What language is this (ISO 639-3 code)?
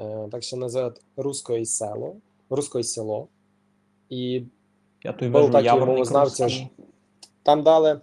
rue